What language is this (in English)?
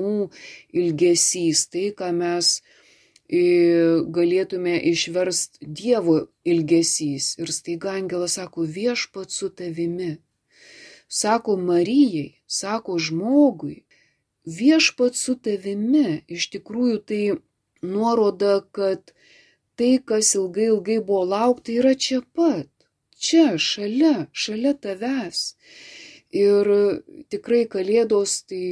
Lithuanian